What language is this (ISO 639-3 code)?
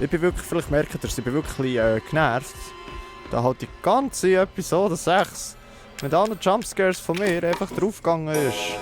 gsw